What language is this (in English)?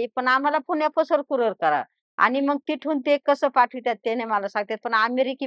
Marathi